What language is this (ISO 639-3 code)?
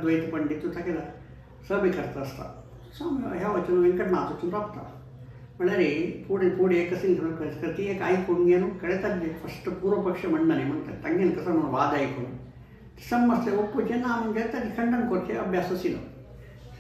kok